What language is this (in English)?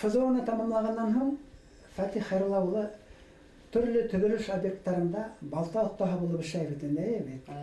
Bashkir